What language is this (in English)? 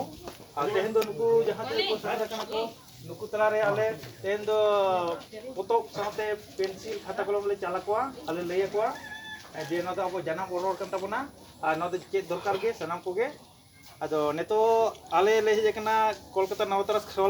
Santali